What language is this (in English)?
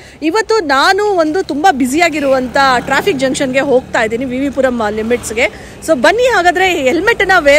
Kannada